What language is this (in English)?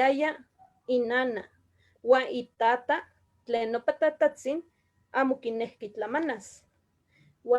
Eastern Huasteca Nahuatl